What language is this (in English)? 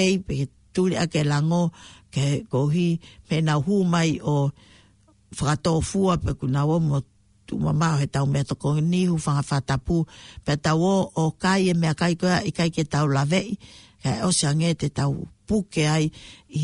Tongan